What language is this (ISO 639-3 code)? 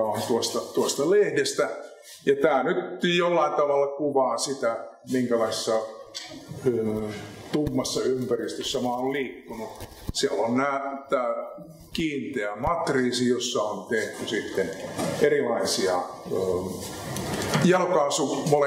fin